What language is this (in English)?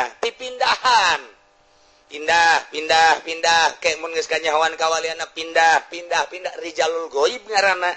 Sundanese